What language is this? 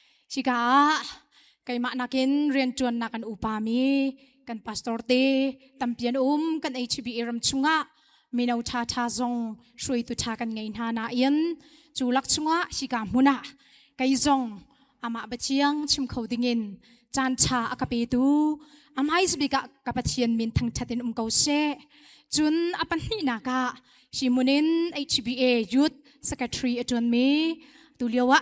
Hakha Chin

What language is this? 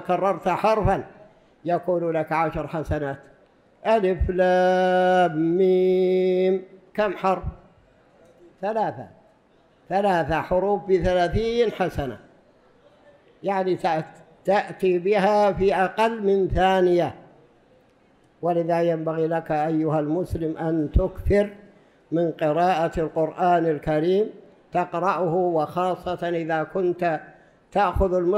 Arabic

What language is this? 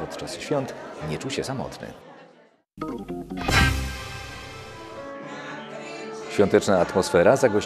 Polish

